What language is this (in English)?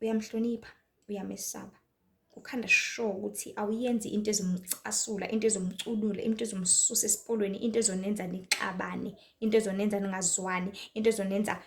Zulu